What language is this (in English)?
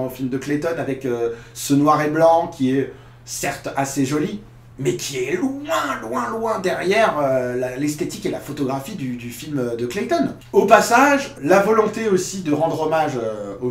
French